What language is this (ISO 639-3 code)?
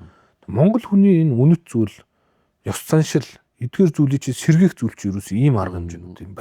mon